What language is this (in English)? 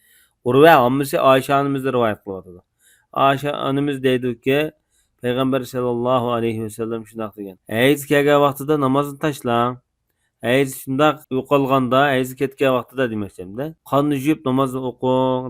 Uyghur